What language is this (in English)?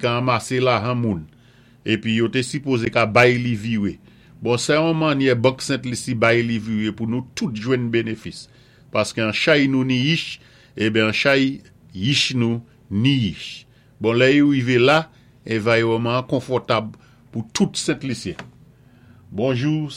Saint Lucian Creole French